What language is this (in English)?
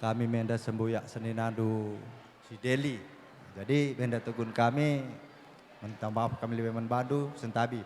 Batak Karo